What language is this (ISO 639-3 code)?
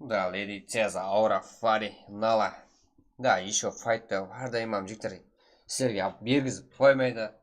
kaa